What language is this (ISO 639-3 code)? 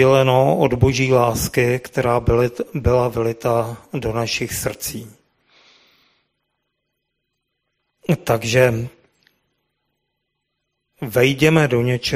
ces